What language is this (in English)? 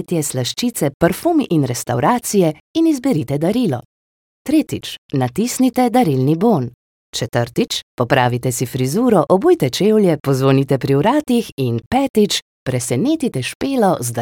Slovenian